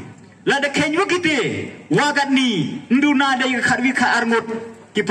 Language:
Pnar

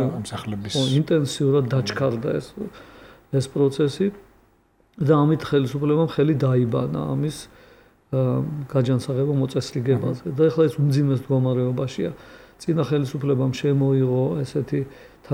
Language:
Georgian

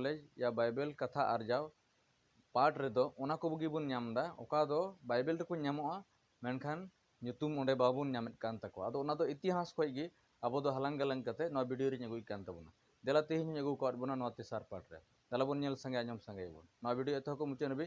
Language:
Santali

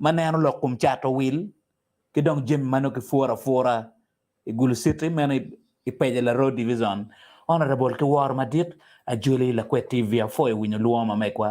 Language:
Acoli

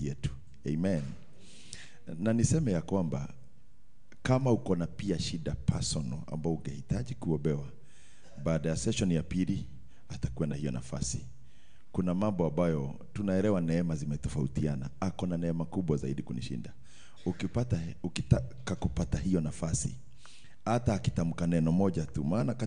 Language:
Swahili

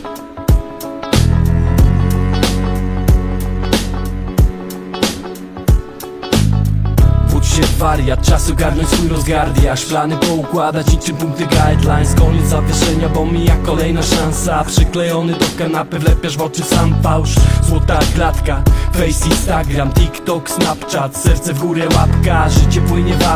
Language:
Polish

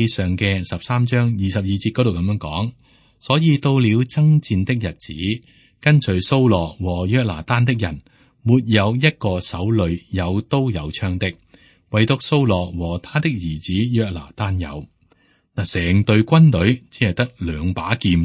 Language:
Cantonese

